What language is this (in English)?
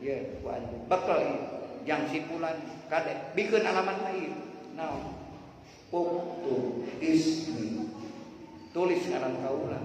Sundanese